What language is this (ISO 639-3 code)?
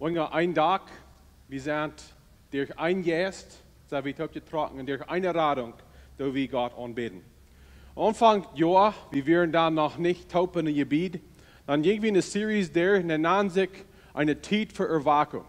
pdt